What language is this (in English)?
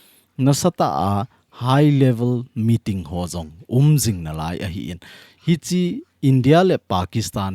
Thado Chin